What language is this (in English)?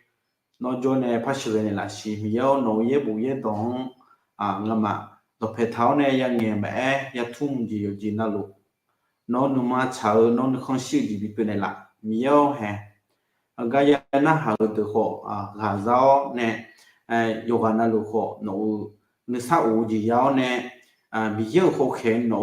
Akha